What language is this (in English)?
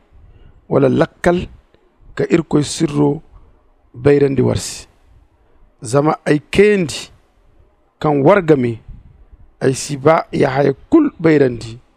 Zarma